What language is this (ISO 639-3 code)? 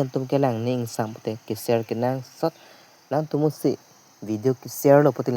mjw